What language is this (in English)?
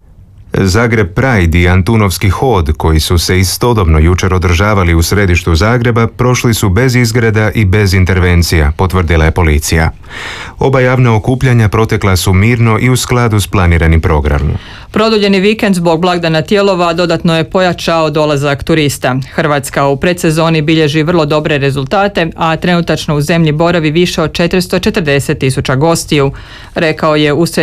Croatian